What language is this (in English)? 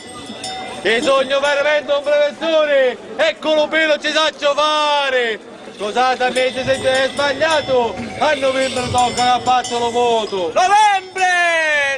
Sicilian